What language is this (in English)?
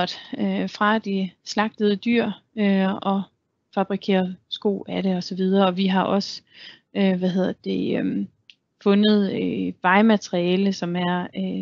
Danish